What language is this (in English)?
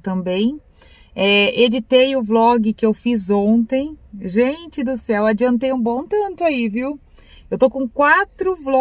Portuguese